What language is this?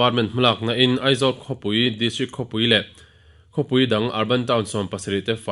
Mizo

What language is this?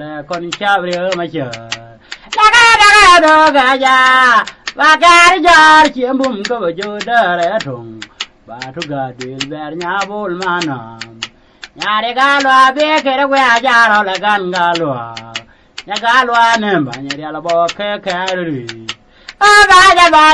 Nuer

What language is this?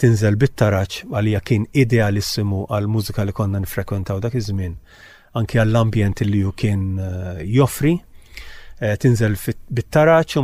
Maltese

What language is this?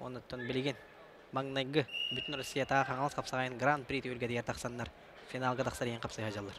Yakut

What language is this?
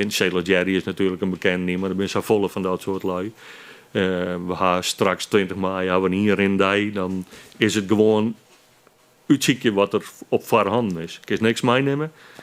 Western Frisian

